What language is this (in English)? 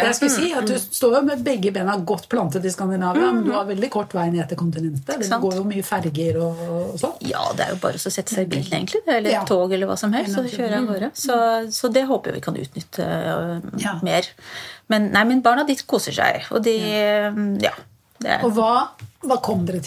Norwegian